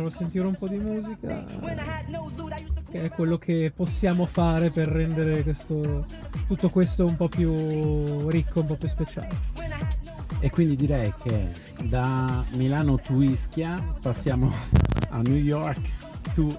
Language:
Italian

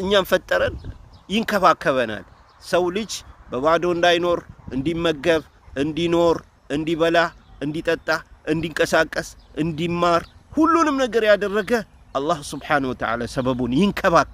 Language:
Amharic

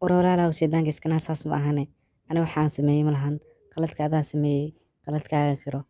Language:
Somali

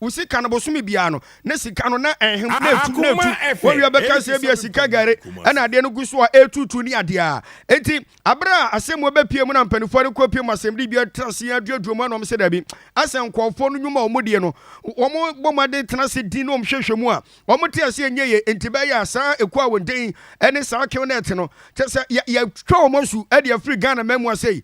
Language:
Akan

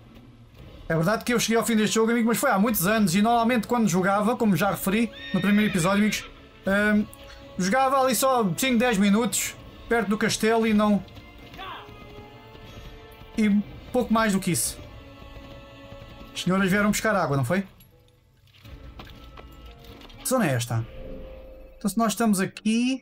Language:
Portuguese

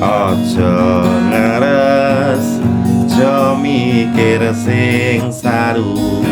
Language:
Javanese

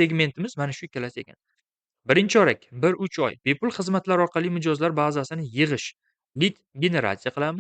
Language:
Uzbek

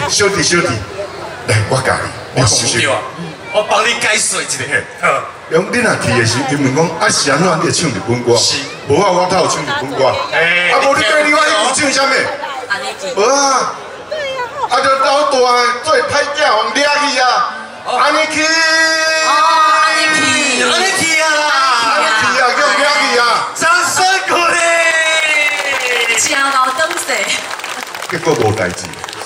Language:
Min Nan Chinese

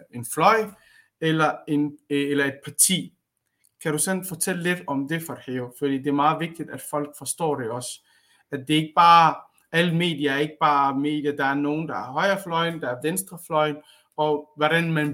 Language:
Danish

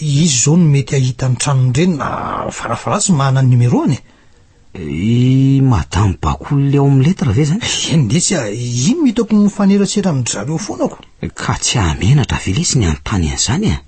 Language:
Malagasy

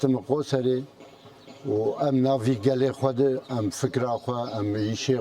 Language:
Kurdish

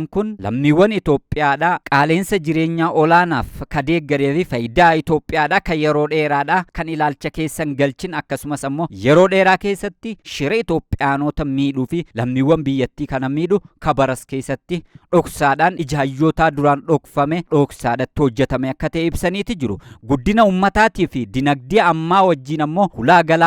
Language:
Oromo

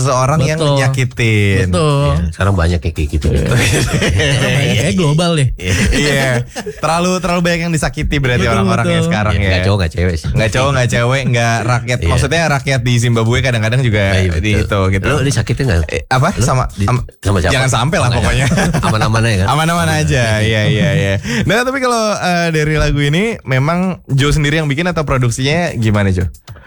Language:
Indonesian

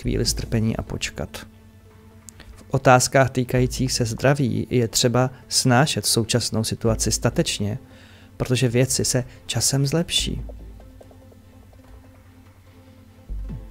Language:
Czech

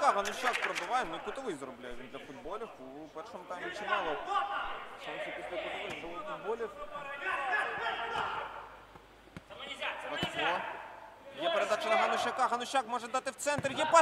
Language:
Ukrainian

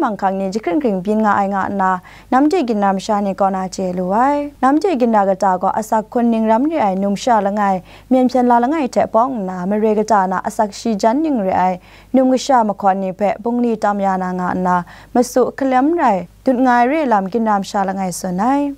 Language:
Kachin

